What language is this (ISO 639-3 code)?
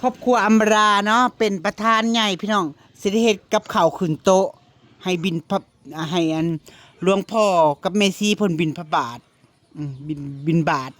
tts